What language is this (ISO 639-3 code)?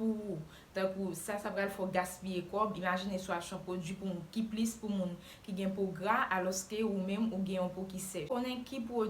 hat